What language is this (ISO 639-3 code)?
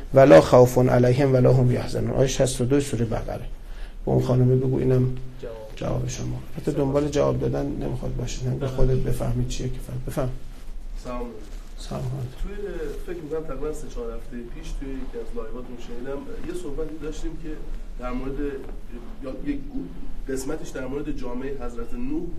fas